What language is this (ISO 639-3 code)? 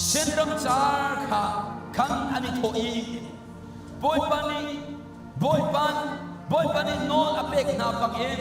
cnh